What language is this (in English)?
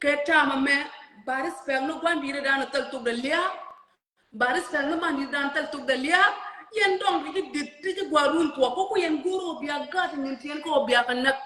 Nuer